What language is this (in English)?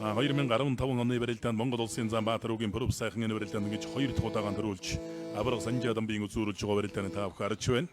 Mongolian